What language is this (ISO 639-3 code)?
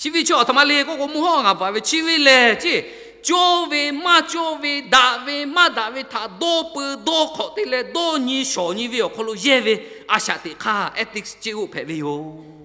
lhu